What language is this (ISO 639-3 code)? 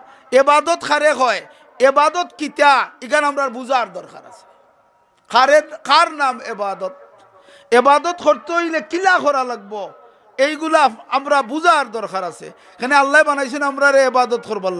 syl